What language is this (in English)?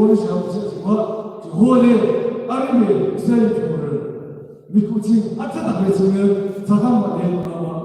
Yimchungru Naga